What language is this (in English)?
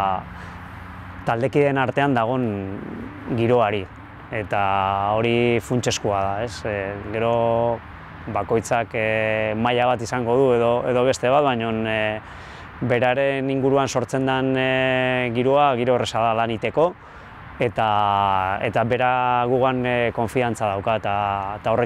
Basque